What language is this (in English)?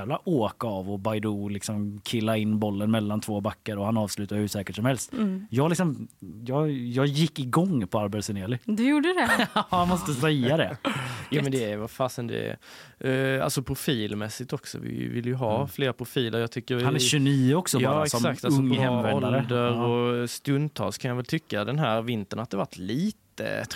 Swedish